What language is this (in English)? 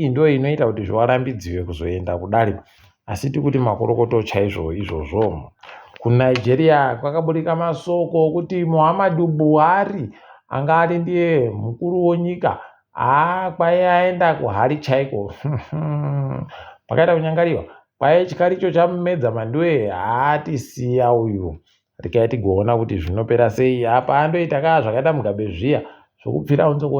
Ndau